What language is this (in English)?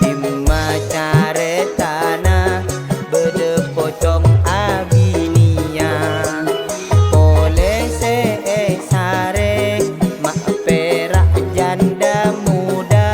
Madurese